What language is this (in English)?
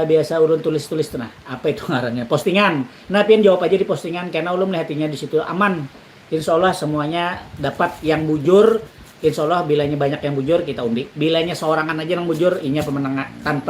Banjar